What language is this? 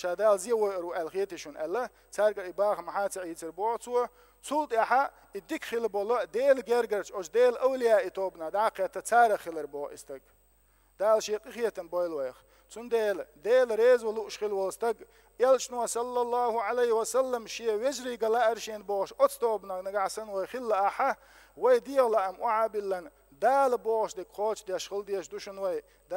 Chechen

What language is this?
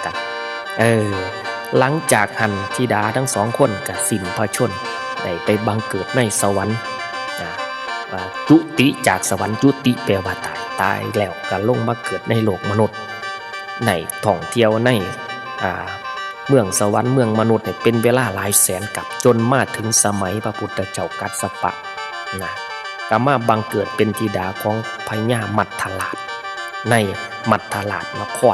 Northeastern Thai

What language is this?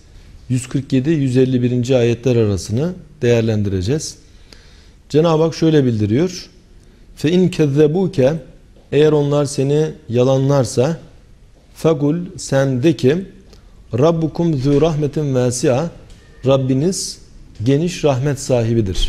Turkish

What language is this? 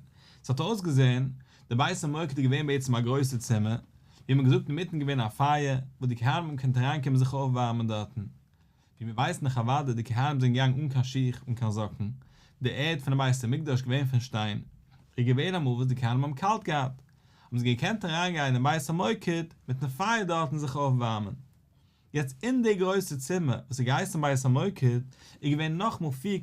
Yiddish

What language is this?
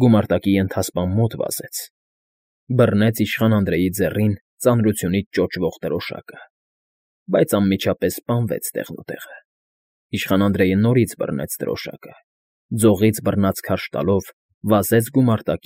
Armenian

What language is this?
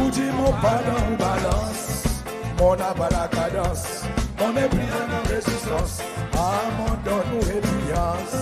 Seselwa Creole French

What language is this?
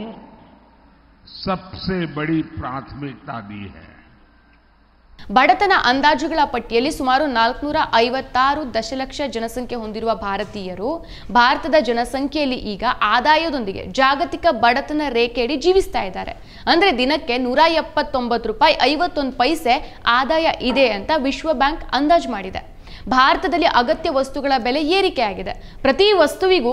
Kannada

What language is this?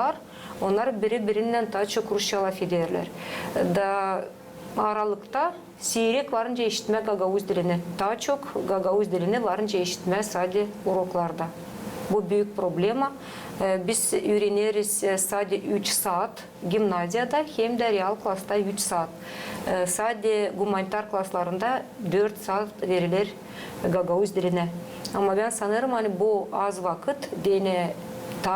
Gagauz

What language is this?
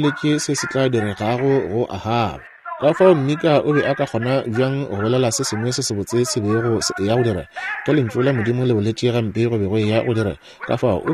Northern Sotho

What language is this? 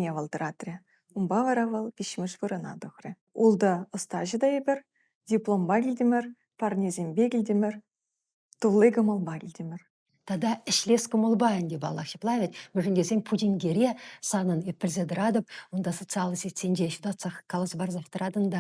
Chuvash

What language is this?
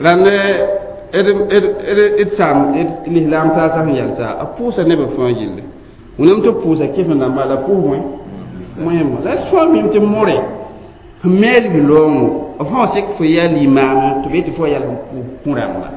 Mossi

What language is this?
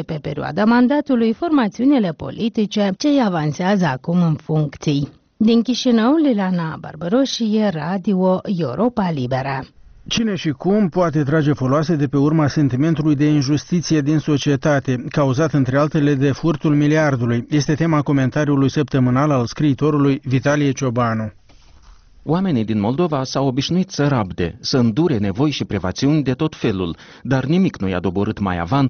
Romanian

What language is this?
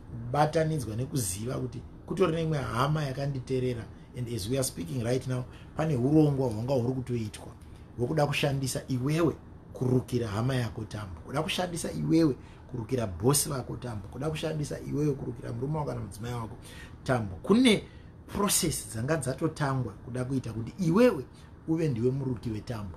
Shona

